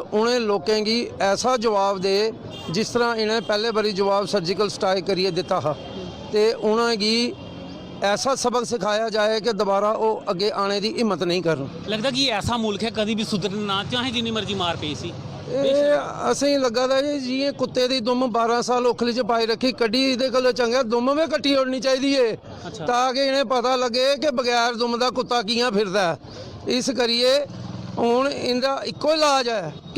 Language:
Dogri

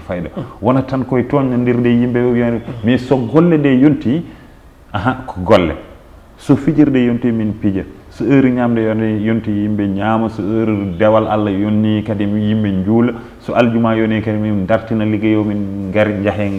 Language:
Fula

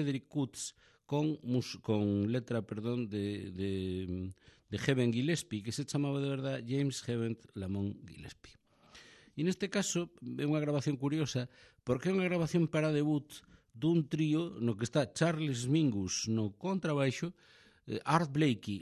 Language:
Galician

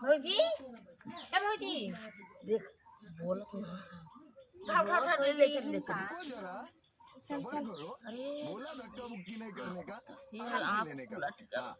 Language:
Awadhi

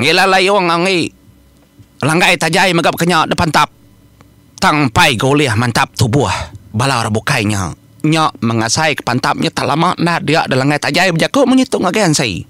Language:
Iban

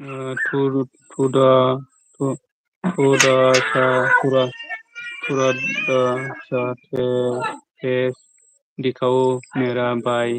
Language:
Kok Borok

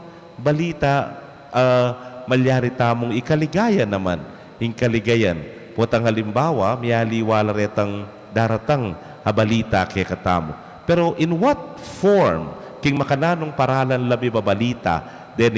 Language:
Pampanga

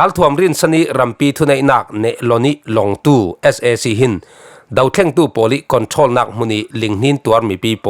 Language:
Falam Chin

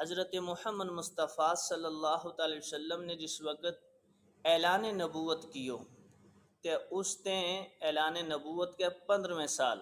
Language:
Gujari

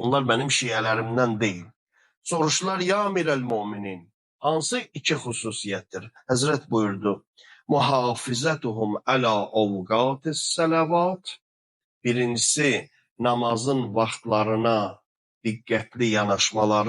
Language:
Azerbaijani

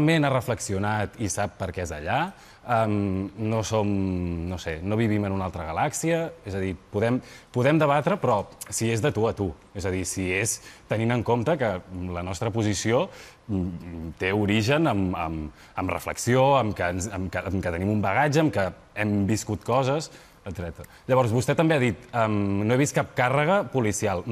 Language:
Catalan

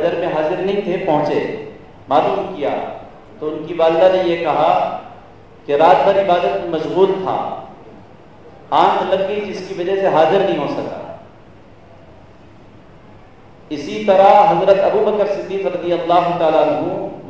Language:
Urdu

